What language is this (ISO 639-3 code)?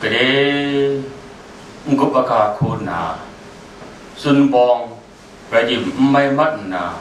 kac